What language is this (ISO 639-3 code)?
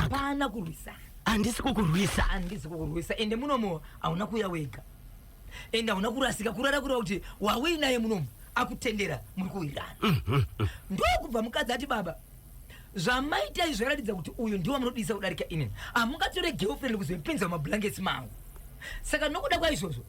sna